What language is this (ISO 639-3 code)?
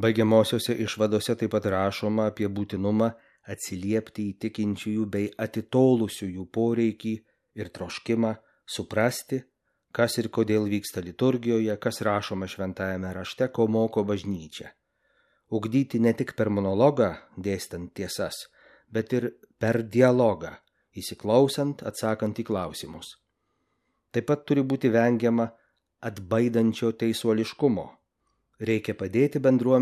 lit